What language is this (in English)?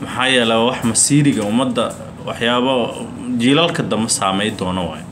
Somali